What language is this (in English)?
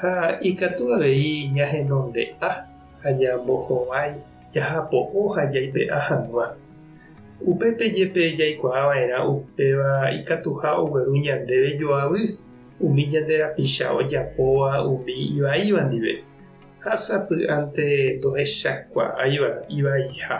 Guarani